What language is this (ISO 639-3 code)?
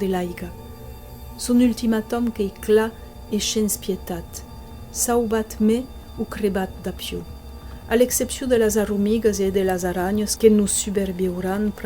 oci